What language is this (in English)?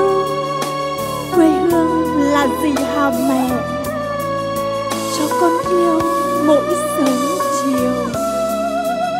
Vietnamese